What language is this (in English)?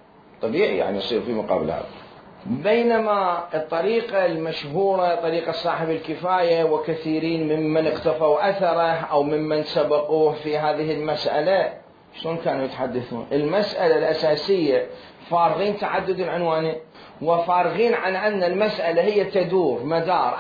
Mesopotamian Arabic